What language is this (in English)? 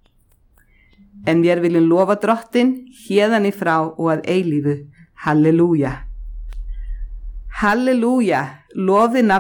Icelandic